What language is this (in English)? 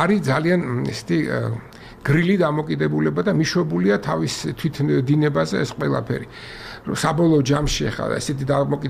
Georgian